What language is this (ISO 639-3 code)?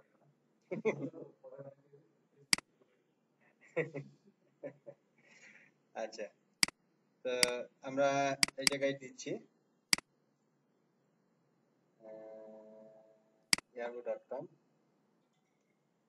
ben